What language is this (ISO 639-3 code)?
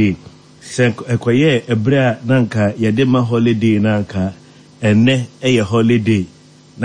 aka